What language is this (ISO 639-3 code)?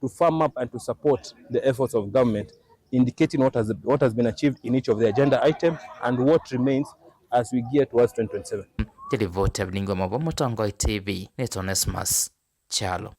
kam